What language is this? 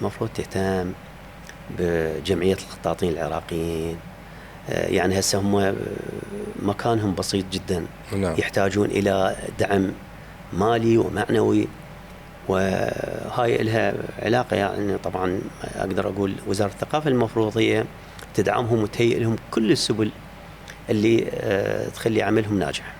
Mesopotamian Arabic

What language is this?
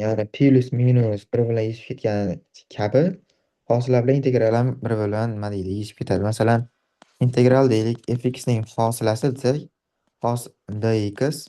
Uzbek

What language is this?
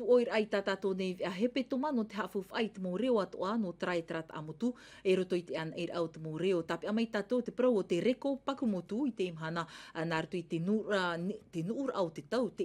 Tahitian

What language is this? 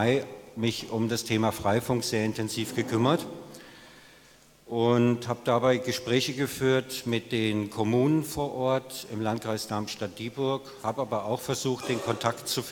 German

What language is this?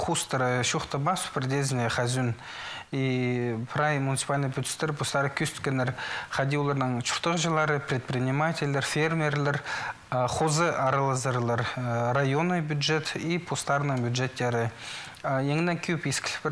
Khakas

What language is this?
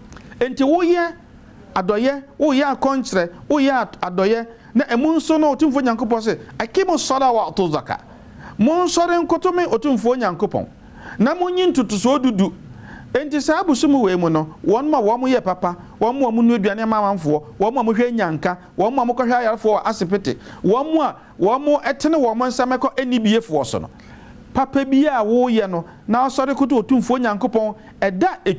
Akan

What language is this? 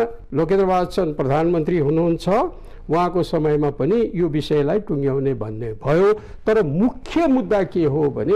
Nepali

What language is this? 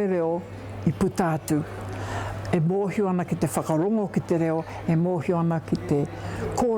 Māori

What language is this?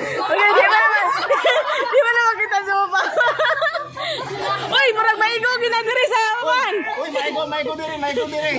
Cebuano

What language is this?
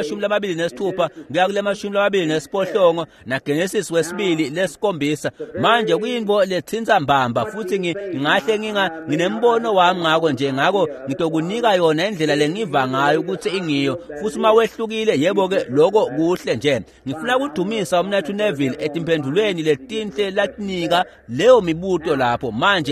Swati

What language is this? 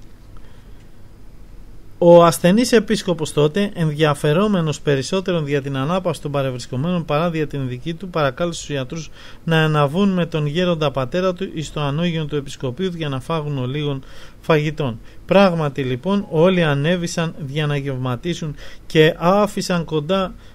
Greek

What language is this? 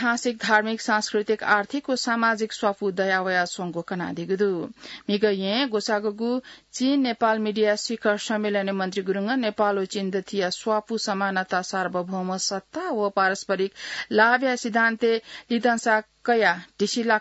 Newari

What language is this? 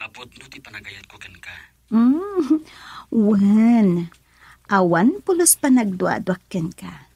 Iloko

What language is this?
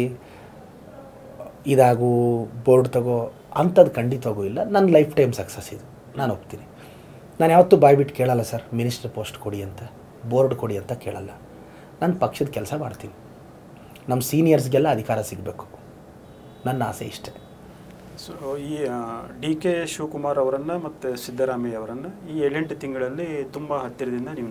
Kannada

